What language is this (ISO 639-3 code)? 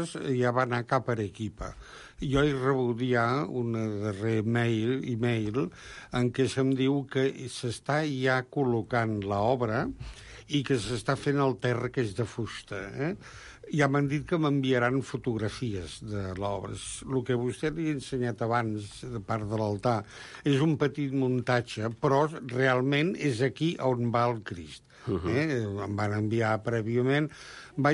cat